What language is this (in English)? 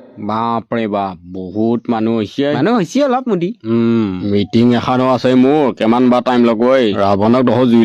Assamese